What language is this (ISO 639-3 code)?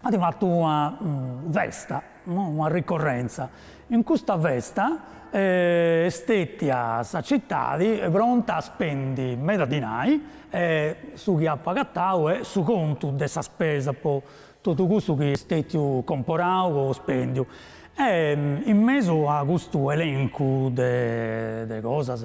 srd